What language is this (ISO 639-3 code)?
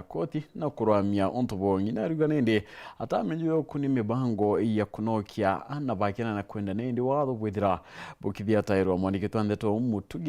mer